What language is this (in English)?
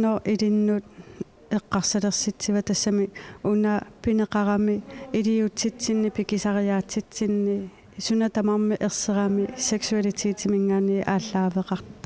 Kalaallisut